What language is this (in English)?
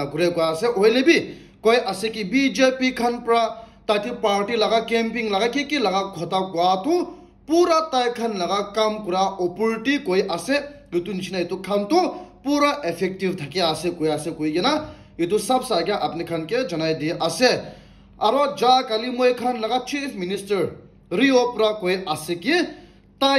Naga Pidgin